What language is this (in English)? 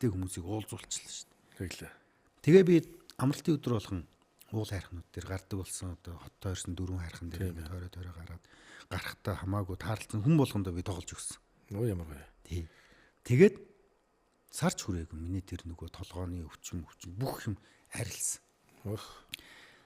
Mongolian